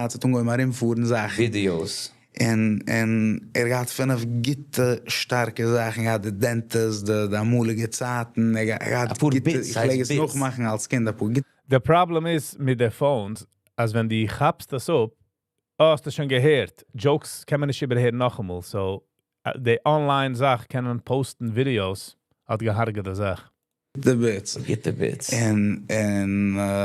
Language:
Yiddish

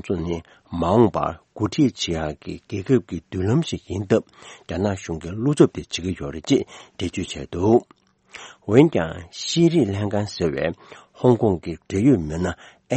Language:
Tibetan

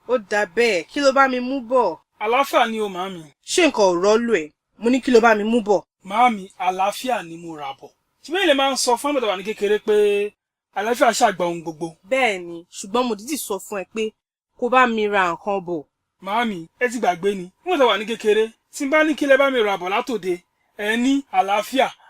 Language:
Yoruba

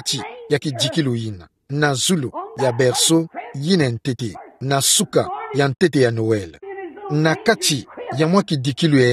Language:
Kituba (Democratic Republic of Congo)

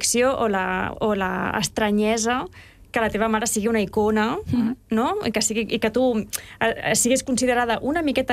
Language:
Catalan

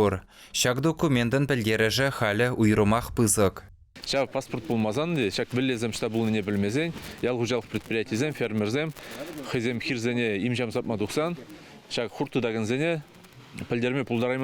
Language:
Chuvash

